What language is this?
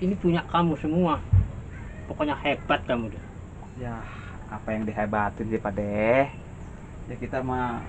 Betawi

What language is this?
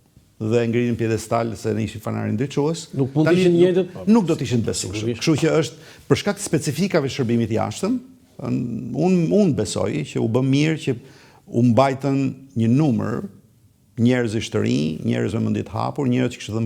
Albanian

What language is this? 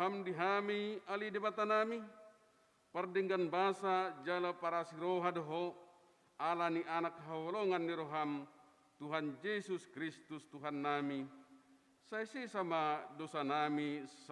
Batak Toba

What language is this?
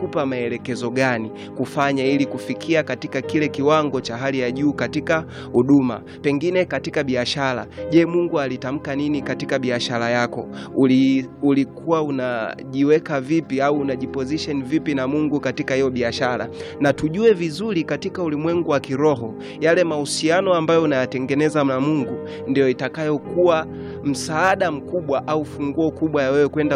Swahili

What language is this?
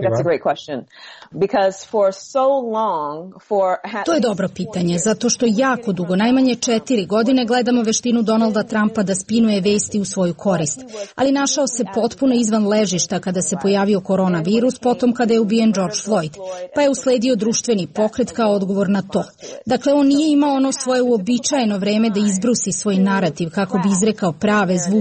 Serbian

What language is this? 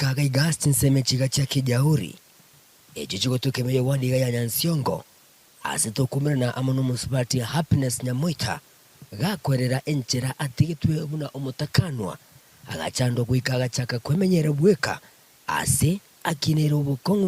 Gusii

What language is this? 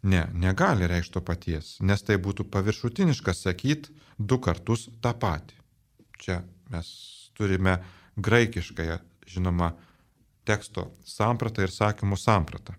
Lithuanian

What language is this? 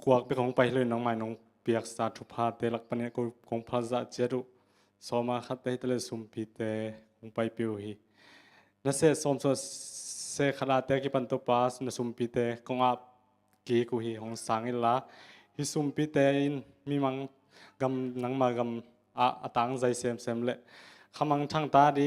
Tedim Chin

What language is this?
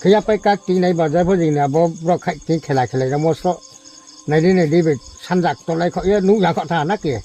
Riang (India)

